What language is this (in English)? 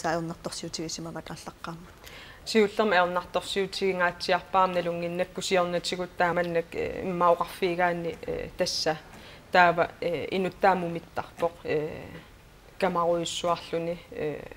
Kalaallisut